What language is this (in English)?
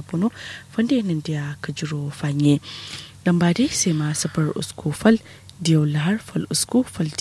Kanuri